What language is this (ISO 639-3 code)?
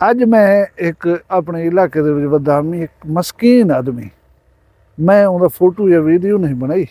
skr